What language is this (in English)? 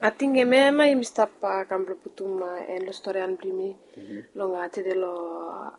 Bislama